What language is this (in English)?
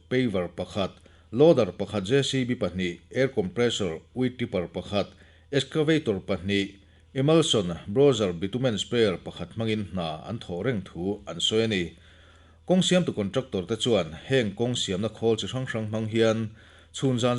Mizo